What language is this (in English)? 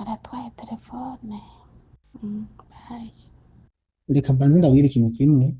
Rundi